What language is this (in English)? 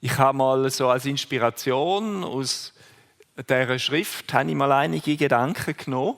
Swiss German